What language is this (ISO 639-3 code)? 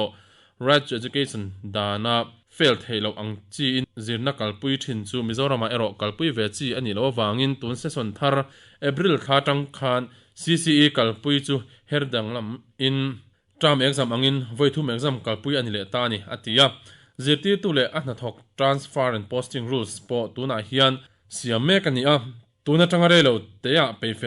lus